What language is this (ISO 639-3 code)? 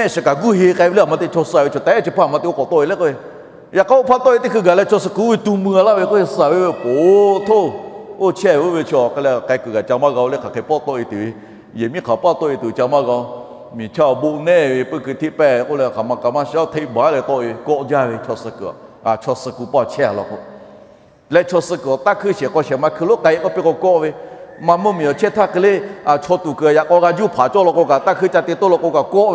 lhu